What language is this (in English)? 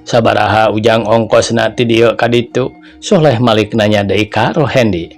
Sundanese